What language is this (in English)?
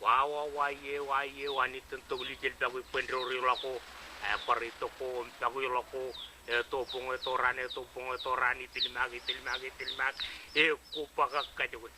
Marshallese